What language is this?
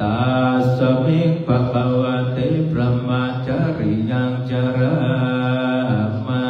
Pali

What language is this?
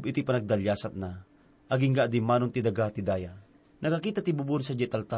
Iloko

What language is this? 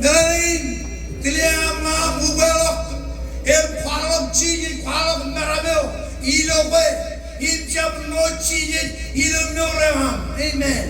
Marshallese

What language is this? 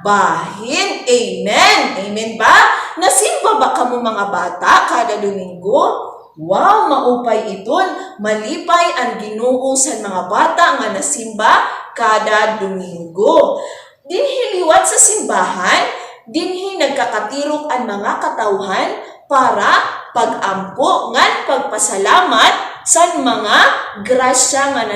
Waray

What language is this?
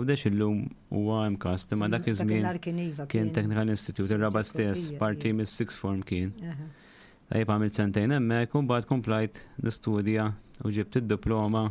Maltese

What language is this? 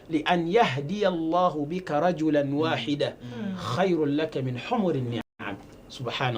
Nyankole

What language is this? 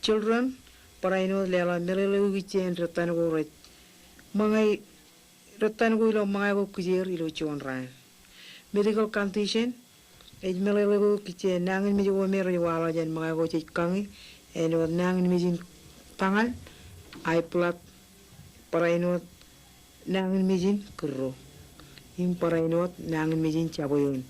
Marshallese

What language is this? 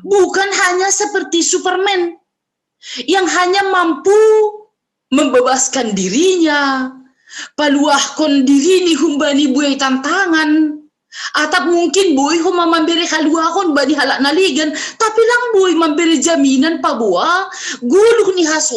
Batak Simalungun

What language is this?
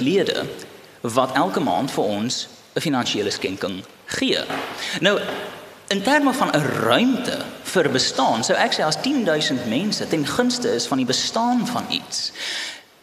Afrikaans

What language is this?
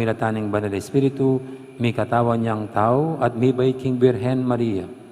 Pampanga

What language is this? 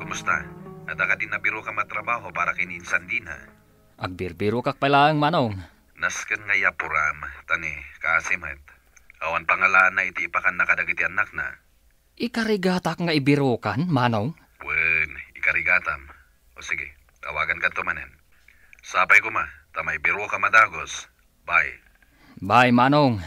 Iloko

